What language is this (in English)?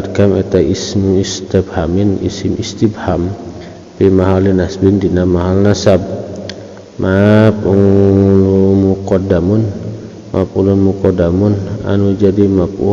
Sundanese